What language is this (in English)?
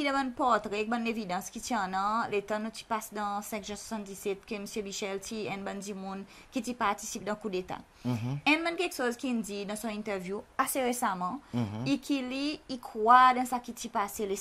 Seselwa Creole French